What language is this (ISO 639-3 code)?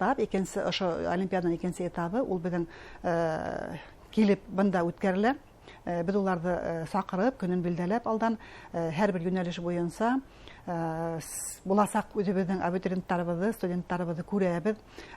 bak